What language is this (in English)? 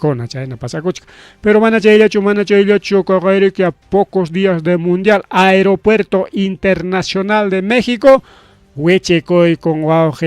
Ayacucho Quechua